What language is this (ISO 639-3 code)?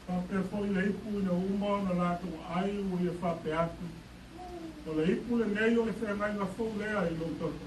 smo